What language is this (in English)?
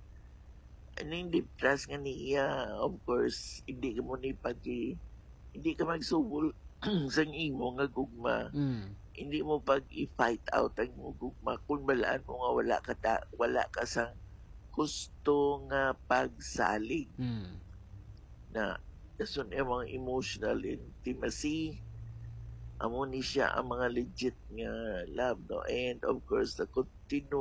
Hiligaynon